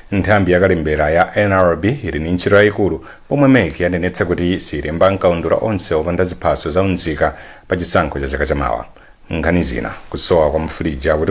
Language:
Nyanja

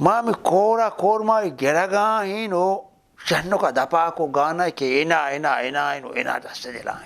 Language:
Eastern Balochi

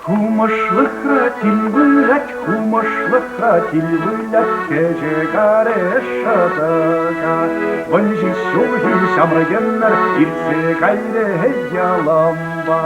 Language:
Chuvash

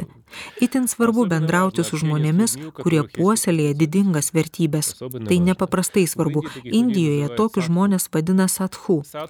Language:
Lithuanian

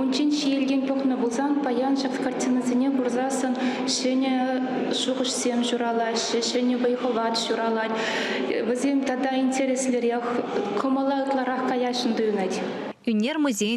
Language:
Chuvash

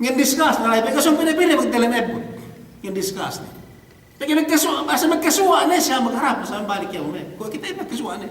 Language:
Yakan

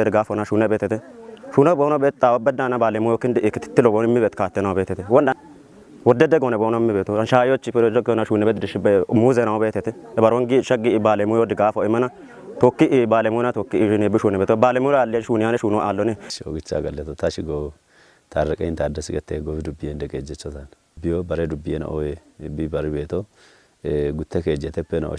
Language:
Kafa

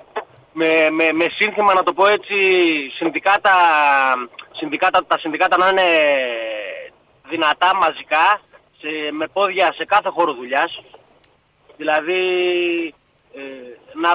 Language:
Greek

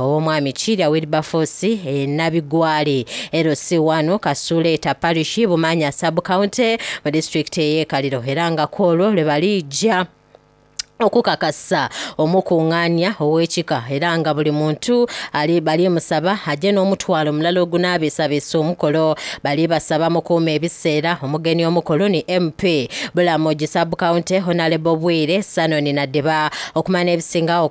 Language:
Soga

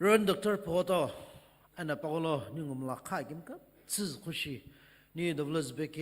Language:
Sumi Naga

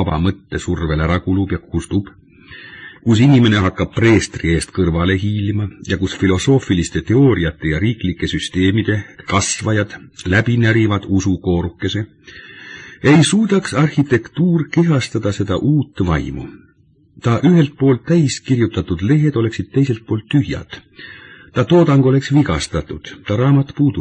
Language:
Estonian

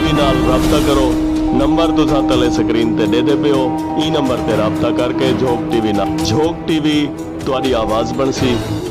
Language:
Saraiki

